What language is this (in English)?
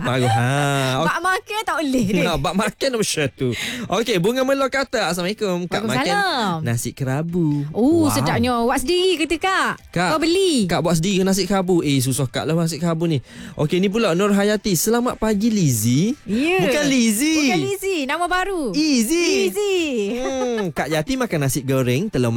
Malay